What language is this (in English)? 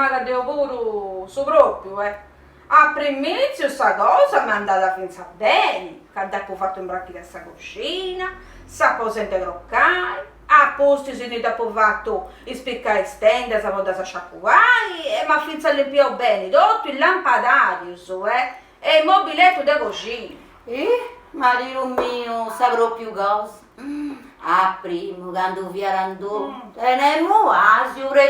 Sardinian